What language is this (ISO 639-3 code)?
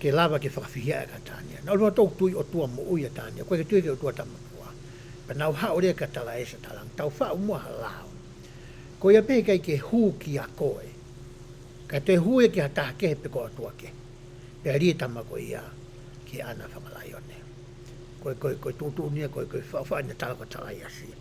ton